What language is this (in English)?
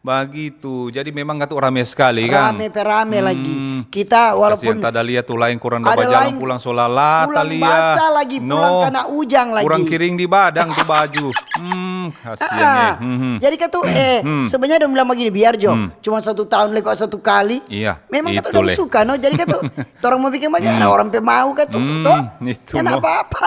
Manado Malay